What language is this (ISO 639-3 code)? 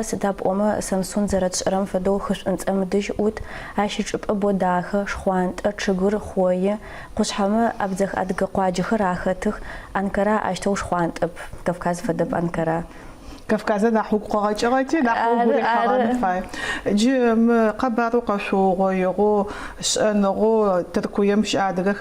ady